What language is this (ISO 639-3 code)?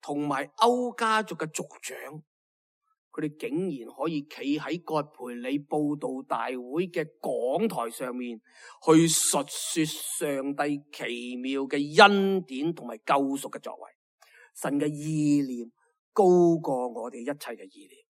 yue